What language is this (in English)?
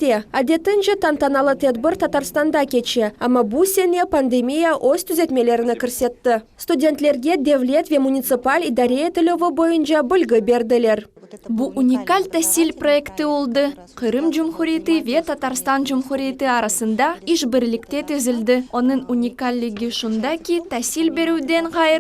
Crimean Tatar